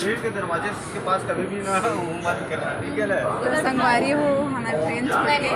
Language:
Chhattisgarhi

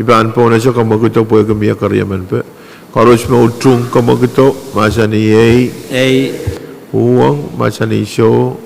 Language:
Pohnpeian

